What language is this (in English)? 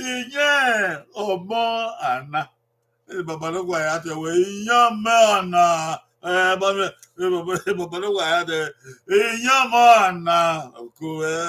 Bini